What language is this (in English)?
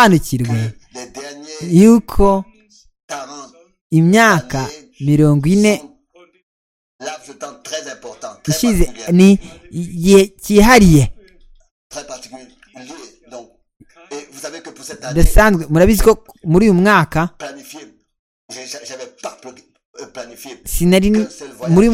Kinyarwanda